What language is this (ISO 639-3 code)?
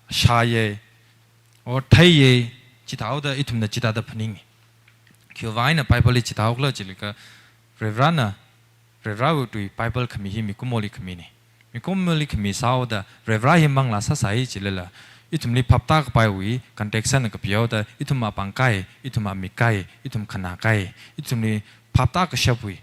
nmf